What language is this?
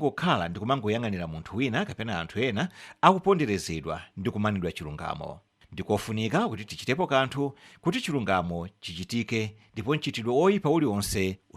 Nyanja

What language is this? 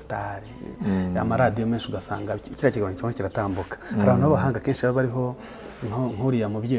Kinyarwanda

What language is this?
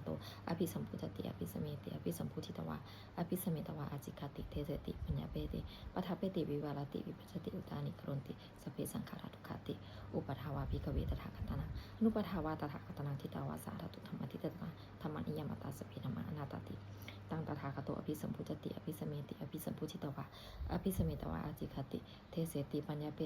Pali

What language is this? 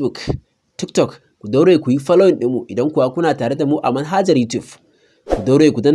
Hausa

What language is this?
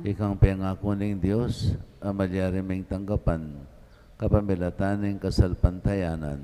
Pampanga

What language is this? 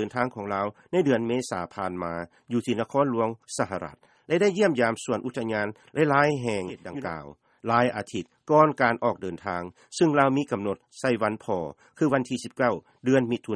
Lao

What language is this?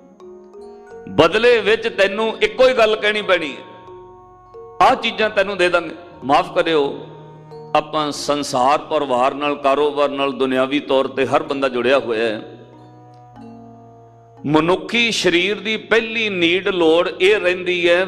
Punjabi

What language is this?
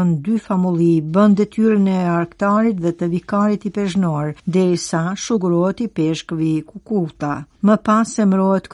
Albanian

